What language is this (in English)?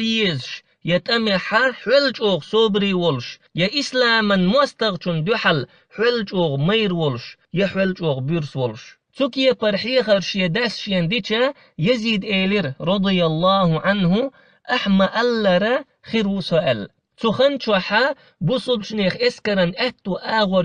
Chechen